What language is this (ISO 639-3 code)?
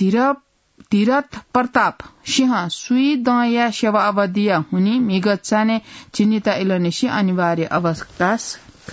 new